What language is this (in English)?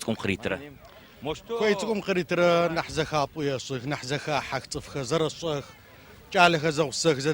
Adyghe